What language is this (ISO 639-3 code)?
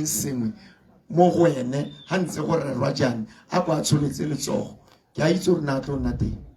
tsn